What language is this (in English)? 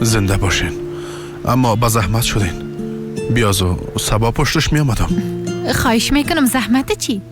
Persian